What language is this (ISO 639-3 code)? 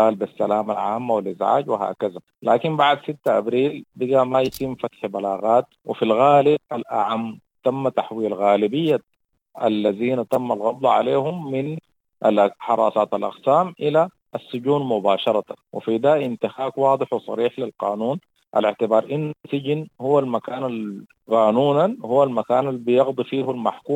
apd